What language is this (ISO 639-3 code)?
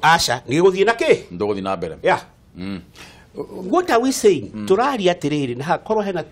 kik